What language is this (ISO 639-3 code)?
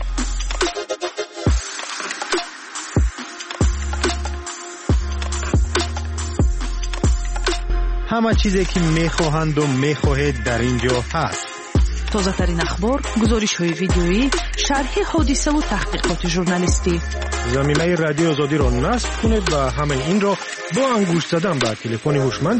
fas